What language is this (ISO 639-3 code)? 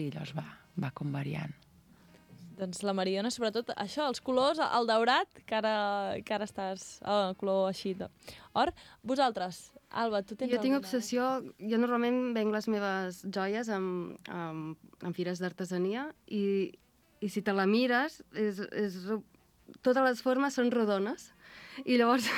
cat